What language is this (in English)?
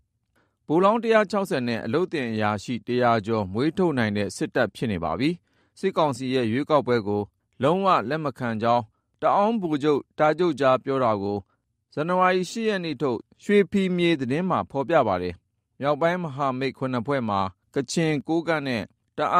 Burmese